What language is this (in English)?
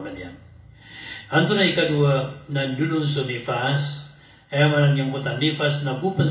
Maranao